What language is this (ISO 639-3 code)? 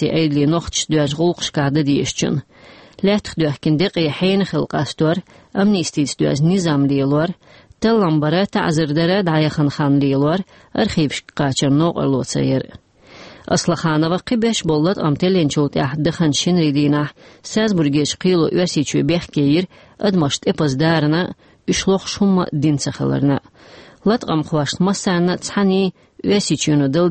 che